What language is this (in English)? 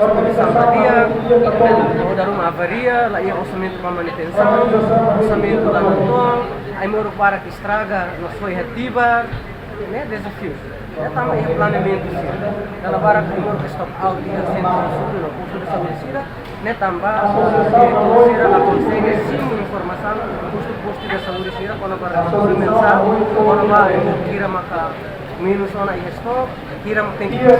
Tetum